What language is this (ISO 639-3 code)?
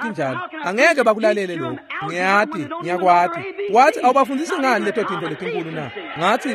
ssw